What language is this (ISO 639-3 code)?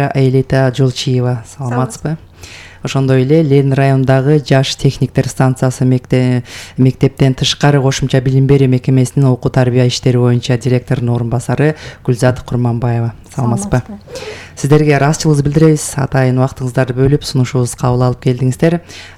kir